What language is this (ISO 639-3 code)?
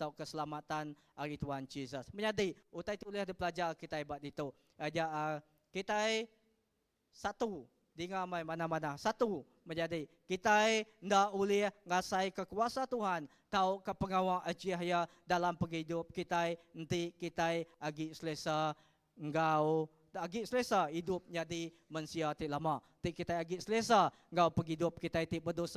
iba